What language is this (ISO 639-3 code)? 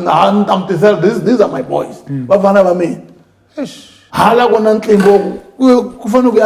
tso